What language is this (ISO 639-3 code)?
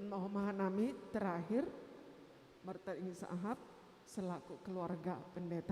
bts